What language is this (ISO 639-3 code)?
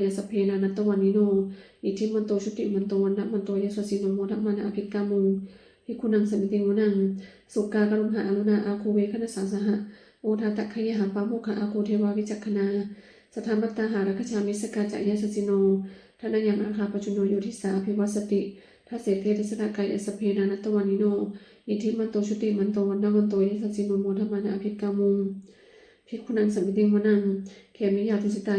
pli